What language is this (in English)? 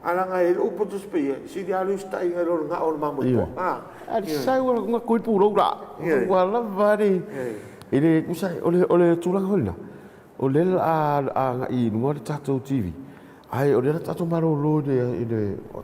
Samoan